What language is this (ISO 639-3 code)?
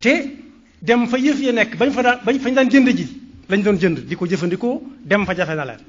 wol